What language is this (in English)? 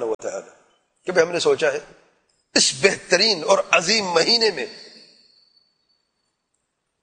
Urdu